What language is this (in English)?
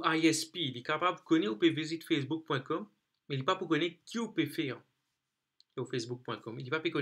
Morisyen